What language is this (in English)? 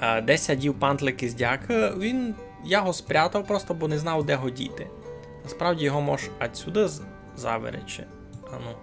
Rusyn